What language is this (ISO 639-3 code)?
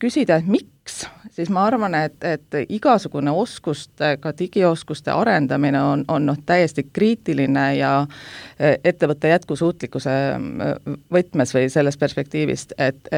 est